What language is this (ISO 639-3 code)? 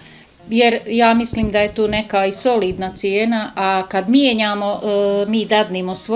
bos